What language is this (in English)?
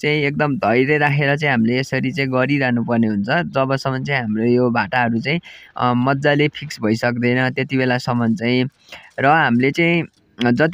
Nepali